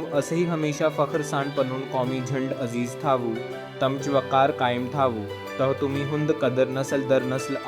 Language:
Kashmiri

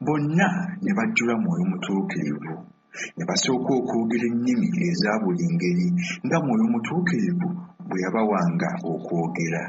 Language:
Ganda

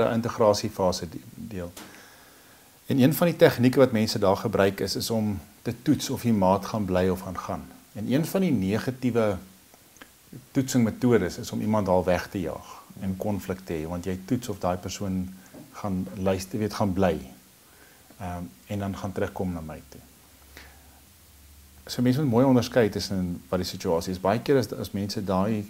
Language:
Afrikaans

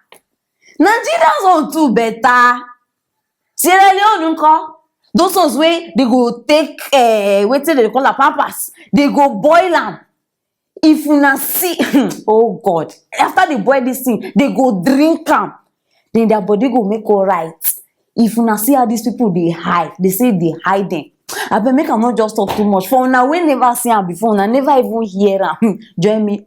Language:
Nigerian Pidgin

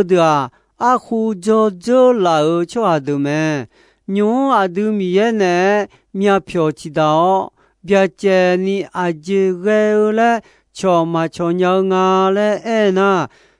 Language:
Akha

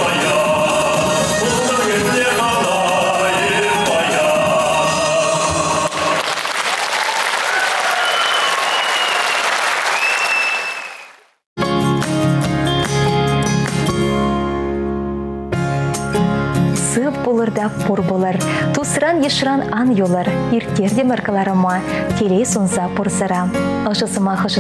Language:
Chuvash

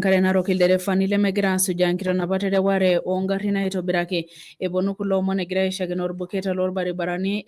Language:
Masai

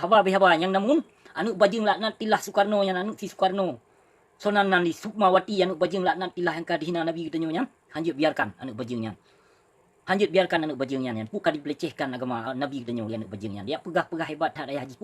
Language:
Achinese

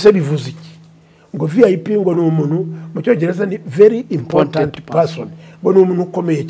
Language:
Kinyarwanda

